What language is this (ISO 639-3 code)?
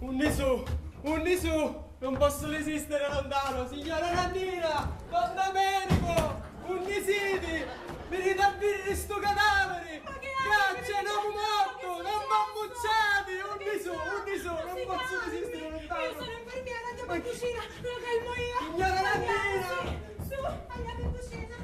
scn